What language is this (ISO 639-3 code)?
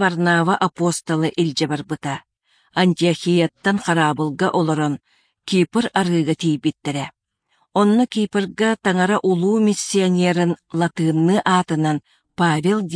sah